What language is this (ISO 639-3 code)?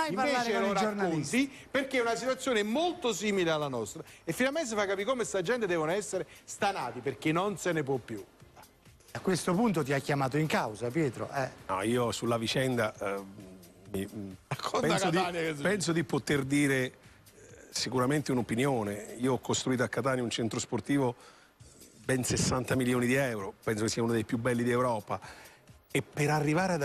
ita